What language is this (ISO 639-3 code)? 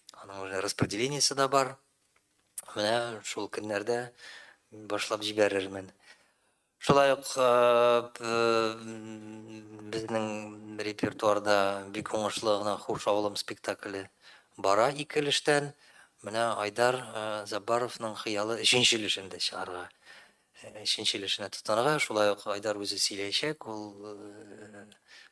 tat